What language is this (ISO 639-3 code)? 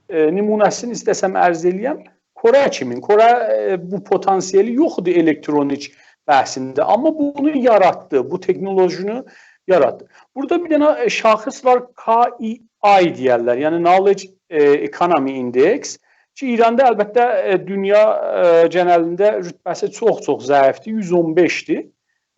azb